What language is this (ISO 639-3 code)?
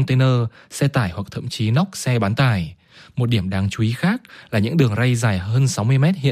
vie